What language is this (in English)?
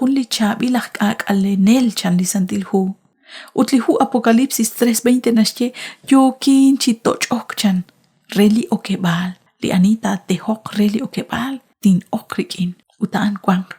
Kekchí